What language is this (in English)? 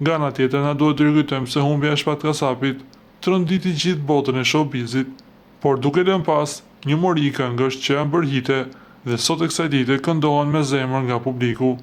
Albanian